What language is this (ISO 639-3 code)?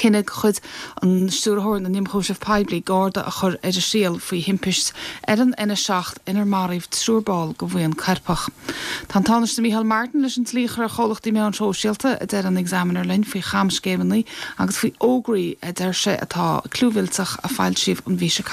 gle